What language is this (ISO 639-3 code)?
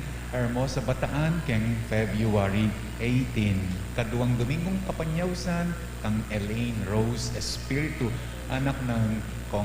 pam